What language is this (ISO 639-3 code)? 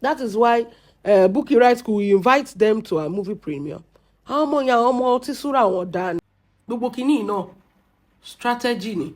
yor